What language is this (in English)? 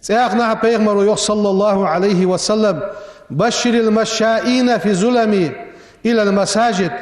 Ingush